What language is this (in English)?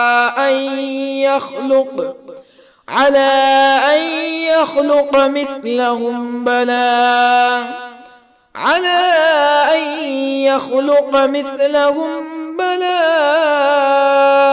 Arabic